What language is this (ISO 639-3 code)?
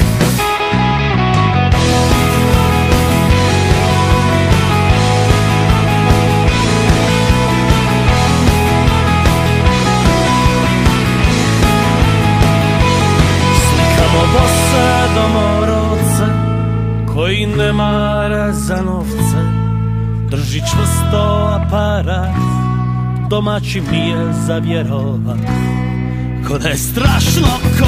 hrv